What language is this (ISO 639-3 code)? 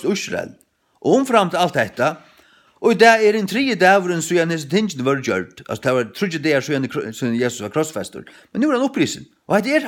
fao